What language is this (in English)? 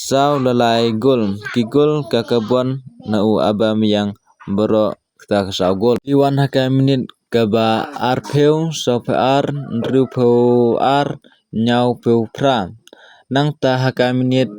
Khasi